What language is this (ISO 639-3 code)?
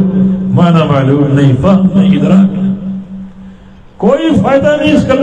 urd